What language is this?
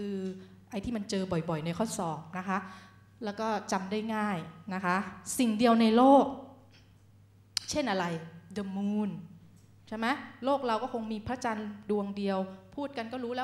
Thai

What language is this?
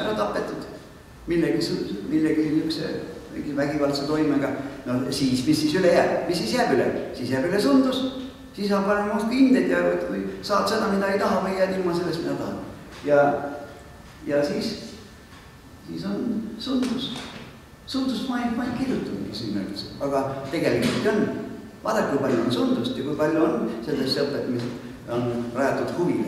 Estonian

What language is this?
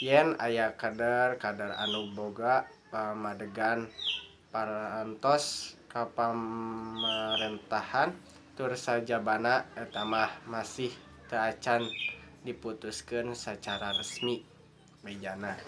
Sundanese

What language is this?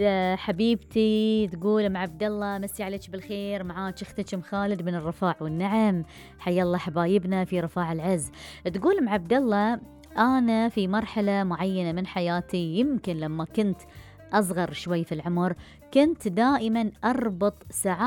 Gulf Arabic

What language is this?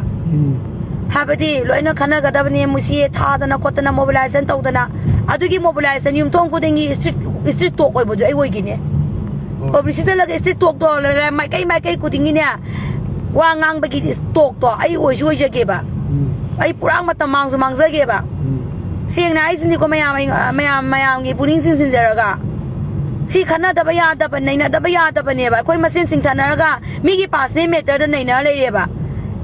Manipuri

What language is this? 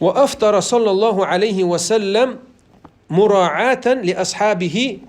Chechen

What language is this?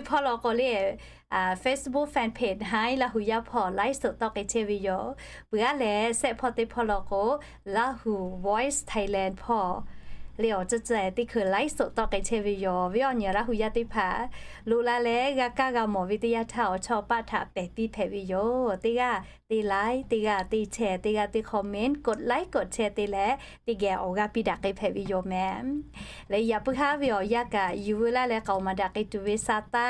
Lahu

